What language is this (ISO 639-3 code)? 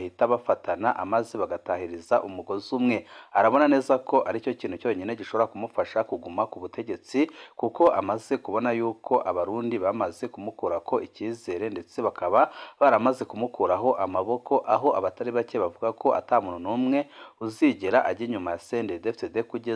run